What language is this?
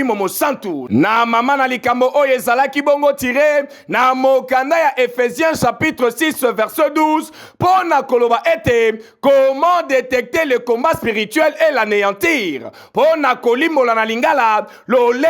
Lingala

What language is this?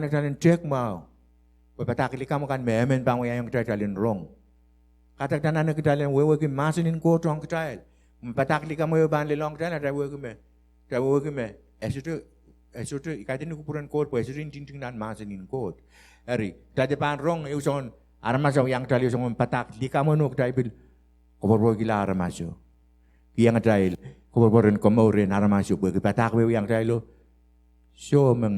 Pohnpeian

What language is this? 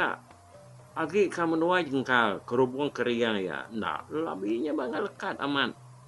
Iban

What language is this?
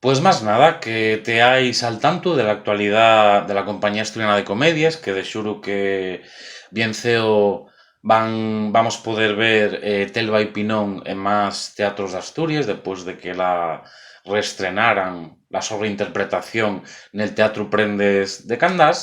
Asturian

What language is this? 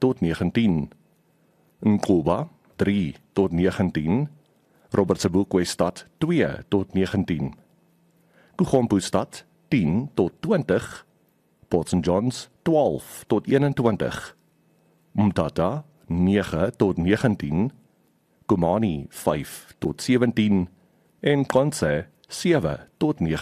Afrikaans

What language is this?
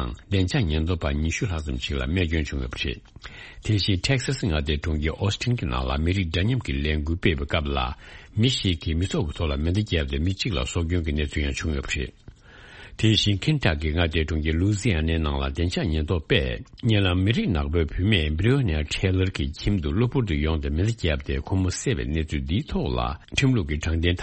Tibetan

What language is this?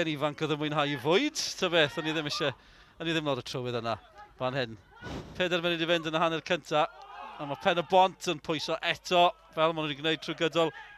Welsh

